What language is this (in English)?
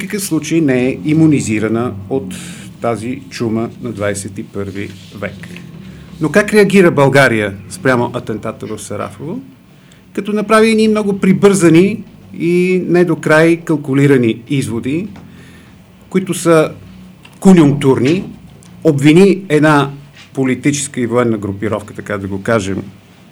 Bulgarian